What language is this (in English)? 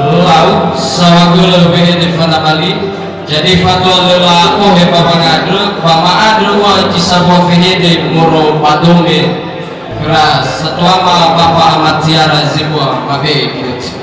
Nias